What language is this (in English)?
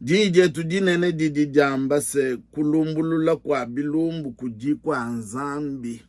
Luba-Lulua